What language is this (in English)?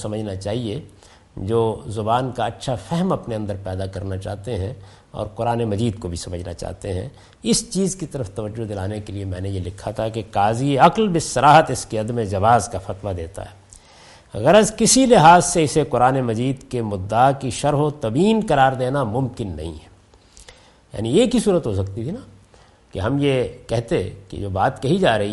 Urdu